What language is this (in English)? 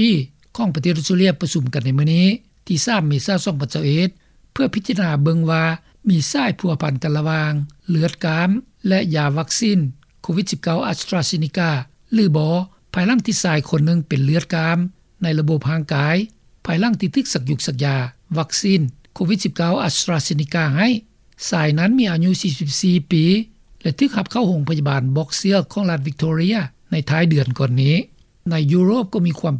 Lao